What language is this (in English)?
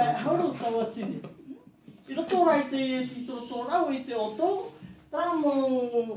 Tahitian